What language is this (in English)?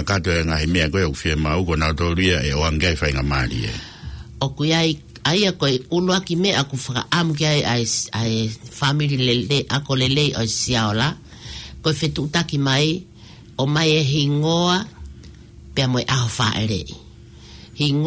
Tongan